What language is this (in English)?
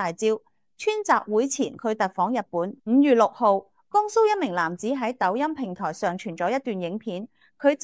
Cantonese